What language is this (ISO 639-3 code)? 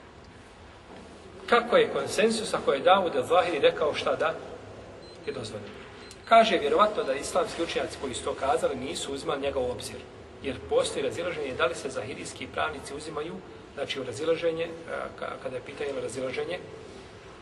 bos